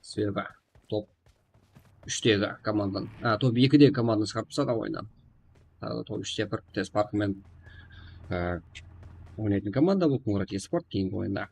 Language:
Kara-Kalpak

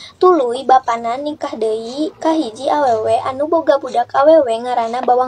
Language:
Sundanese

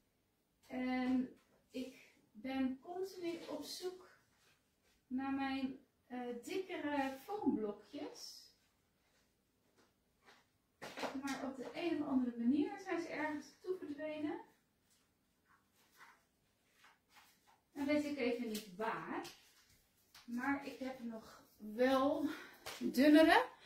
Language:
Dutch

